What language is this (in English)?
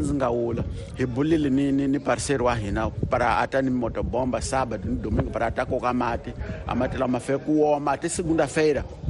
Tsonga